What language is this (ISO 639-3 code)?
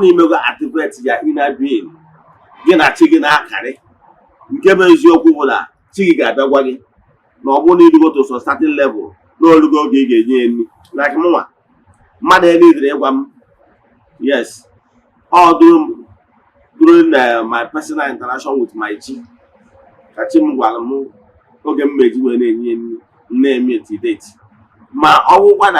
ibo